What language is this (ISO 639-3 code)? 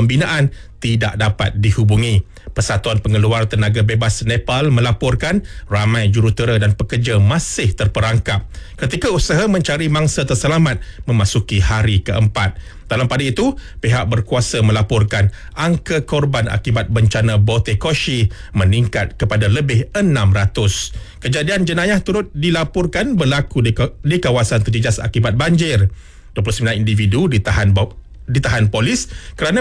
msa